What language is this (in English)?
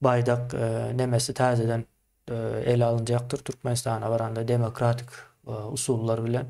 Turkmen